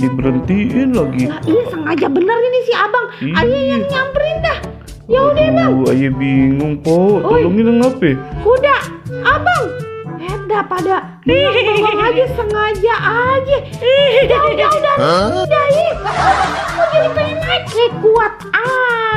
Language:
Betawi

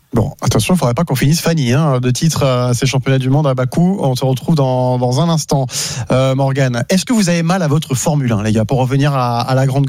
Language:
French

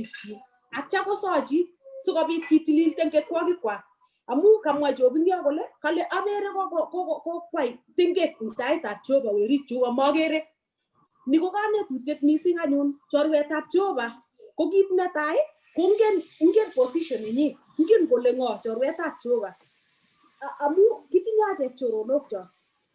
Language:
Kalenjin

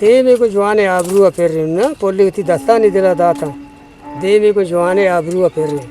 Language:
Eastern Balochi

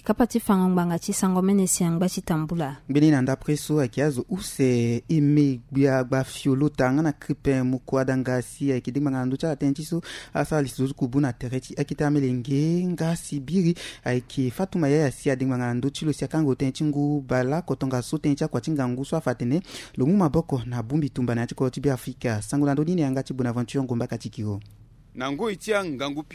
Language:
Sango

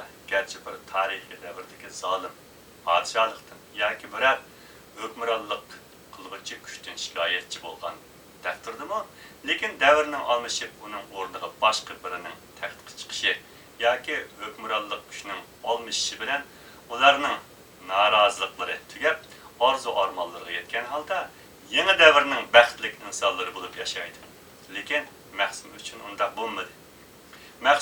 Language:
Uyghur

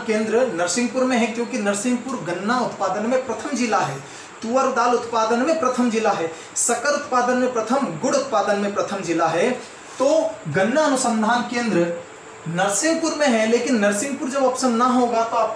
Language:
Hindi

